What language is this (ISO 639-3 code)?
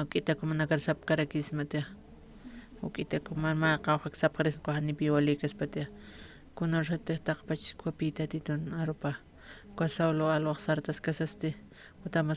aym